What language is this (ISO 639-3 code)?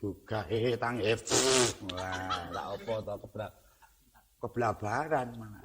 jav